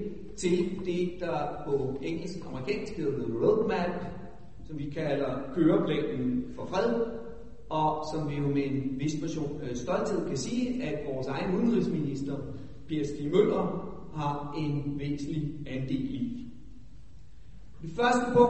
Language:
Danish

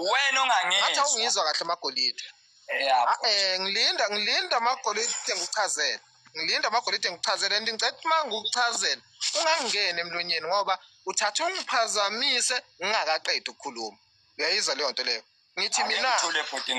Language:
Zulu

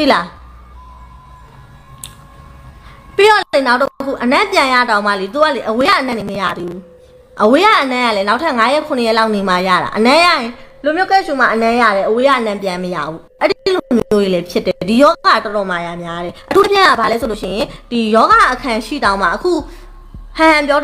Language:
Burmese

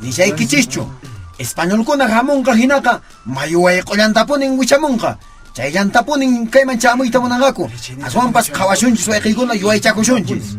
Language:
Quechua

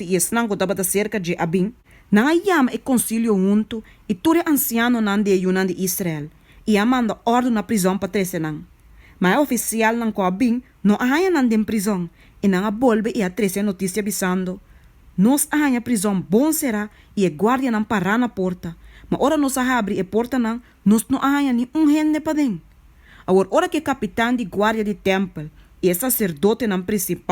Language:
Papiamento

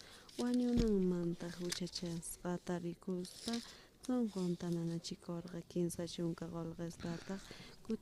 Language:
Aymara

